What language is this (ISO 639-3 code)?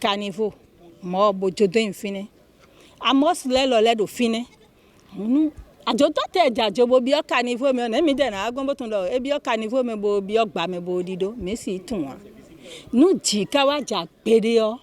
fon